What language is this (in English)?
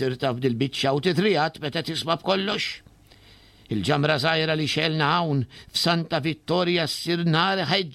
Maltese